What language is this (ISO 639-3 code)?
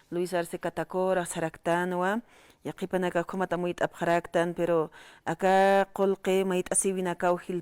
aym